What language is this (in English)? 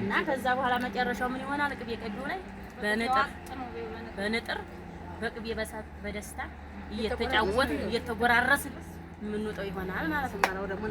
Amharic